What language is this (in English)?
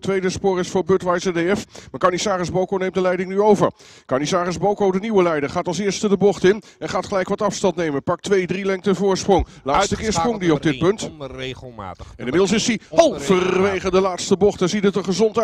Dutch